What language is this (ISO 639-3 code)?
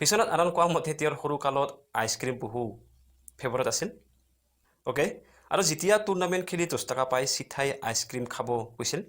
asm